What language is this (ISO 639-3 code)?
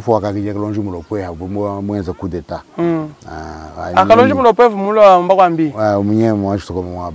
lua